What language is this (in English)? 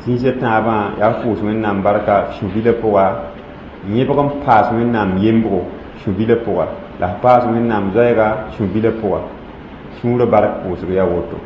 Mossi